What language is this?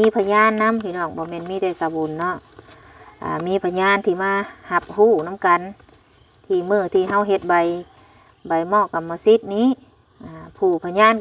Lao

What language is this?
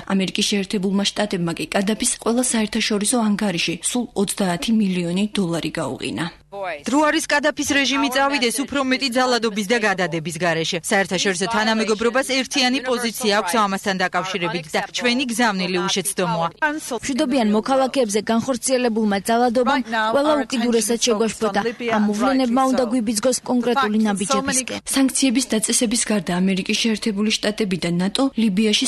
Georgian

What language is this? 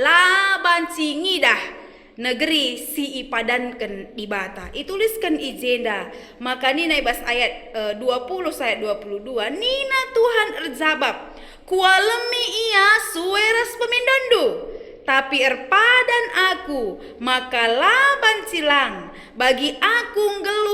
Batak Karo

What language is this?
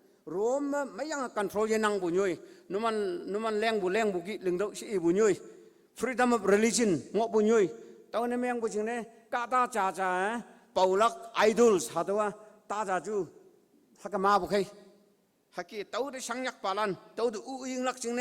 Konyak Naga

